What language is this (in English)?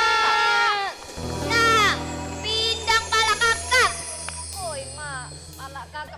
Musi